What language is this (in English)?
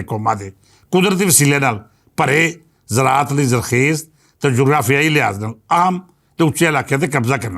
Western Panjabi